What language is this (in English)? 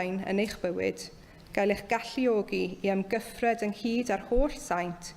Welsh